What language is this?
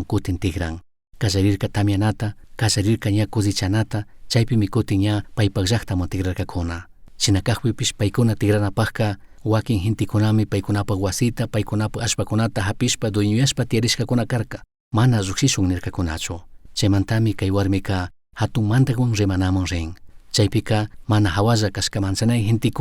Chimborazo Highland Quichua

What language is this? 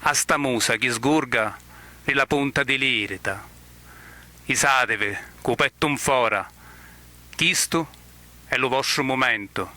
Sicilian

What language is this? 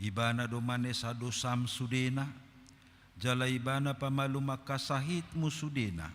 Batak Toba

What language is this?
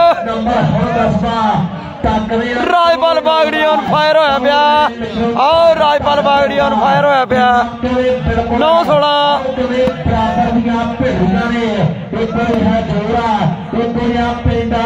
Punjabi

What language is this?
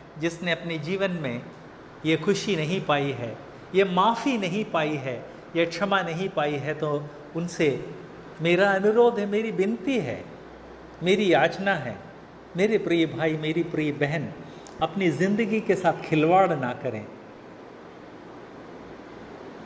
Hindi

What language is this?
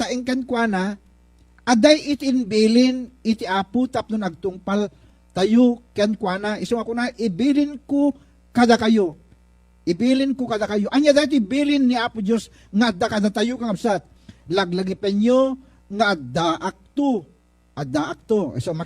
Iloko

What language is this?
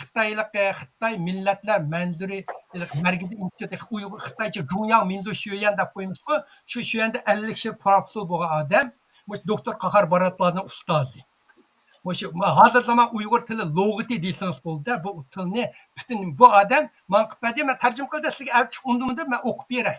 Uyghur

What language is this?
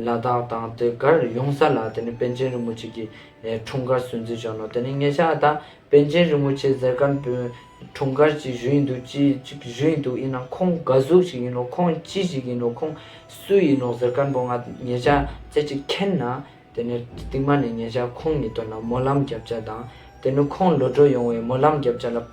Ladakhi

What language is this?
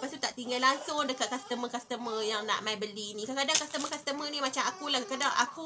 Malay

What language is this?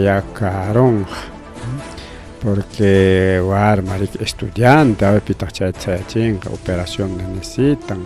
Ayacucho Quechua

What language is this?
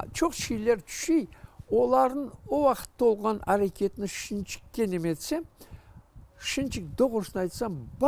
Crimean Tatar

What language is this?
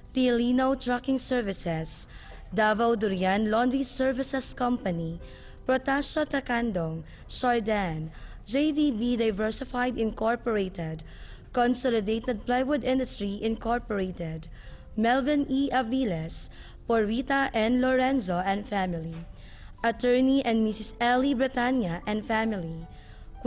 Cebuano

